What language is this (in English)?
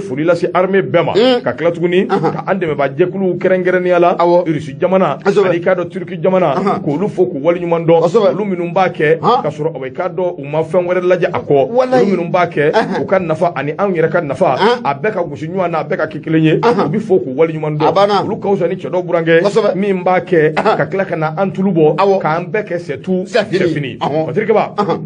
Bambara